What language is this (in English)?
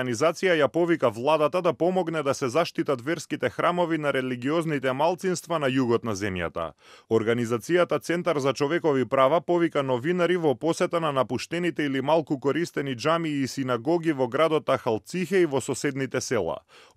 Macedonian